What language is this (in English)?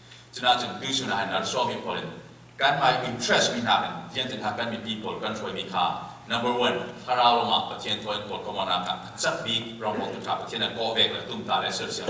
Falam Chin